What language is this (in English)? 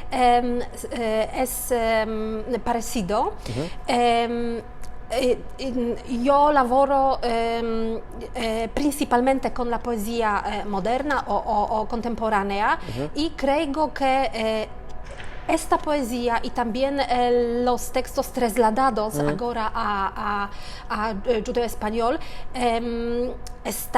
Ladino